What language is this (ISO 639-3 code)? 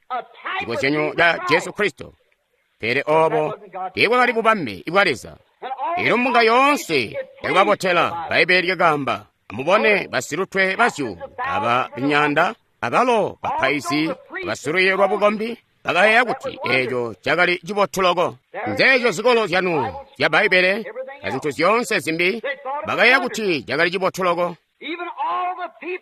toi